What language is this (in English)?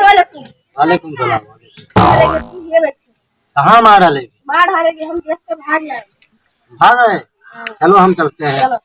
Awadhi